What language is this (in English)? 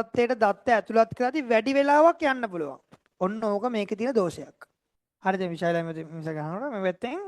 Sinhala